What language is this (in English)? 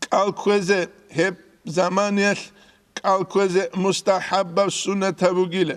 Avaric